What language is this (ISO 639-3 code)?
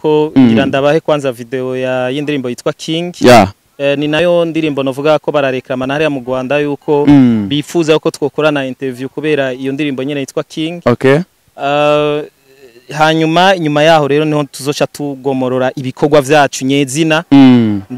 run